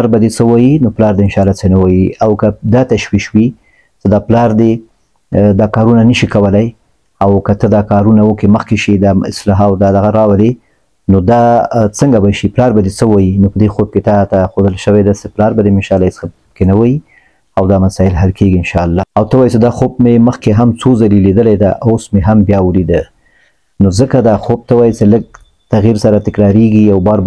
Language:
Pashto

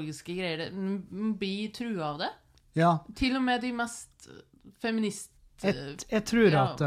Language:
Norwegian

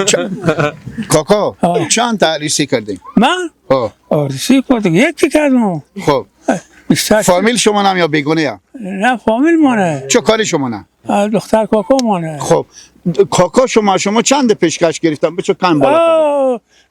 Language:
Persian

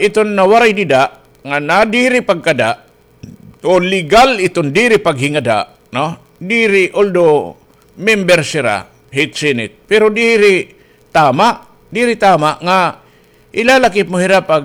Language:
Waray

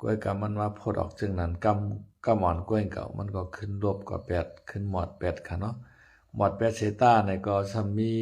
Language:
Lao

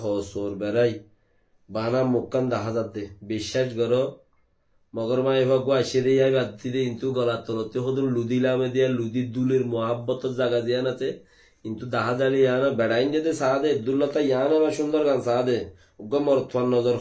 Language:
Rohingya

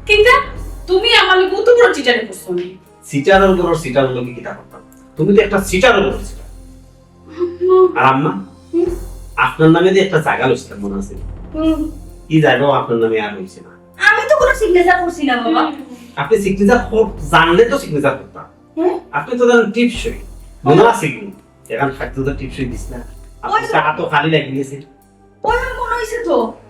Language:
Sylheti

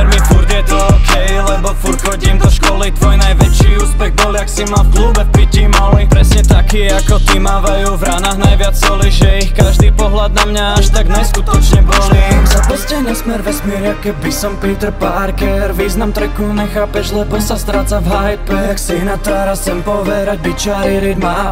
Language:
Slovak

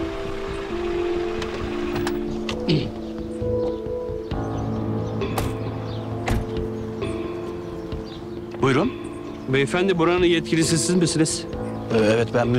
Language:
Turkish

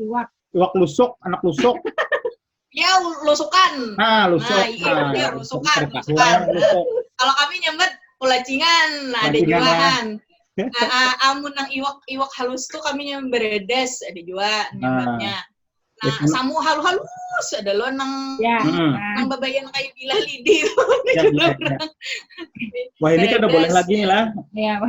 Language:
Banjar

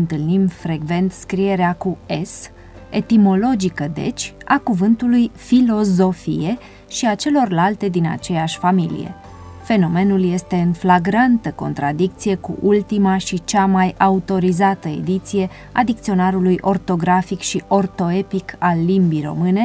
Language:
Romanian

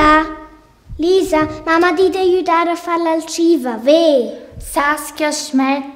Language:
Romansh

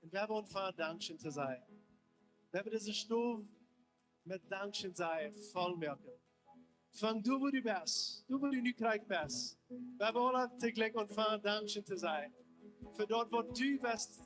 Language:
Plautdietsch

